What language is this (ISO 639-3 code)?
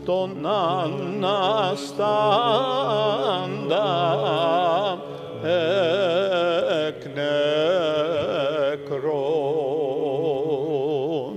ell